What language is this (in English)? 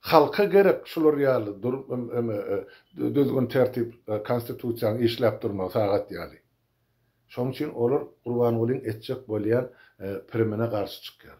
Turkmen